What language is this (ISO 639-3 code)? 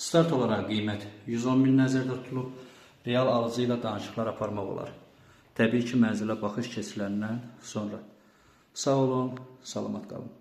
aze